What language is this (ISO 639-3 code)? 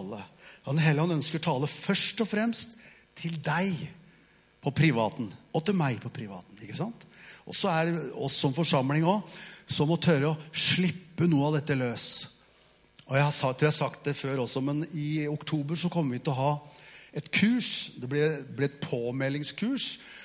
nor